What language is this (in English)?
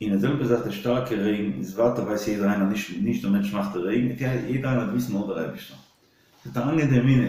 Yiddish